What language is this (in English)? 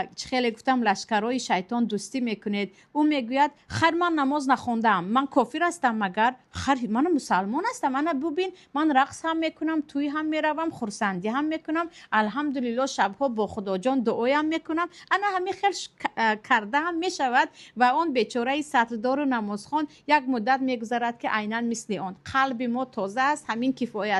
Tajik